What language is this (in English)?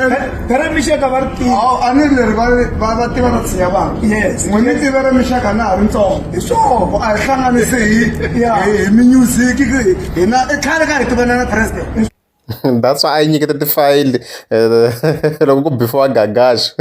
Tsonga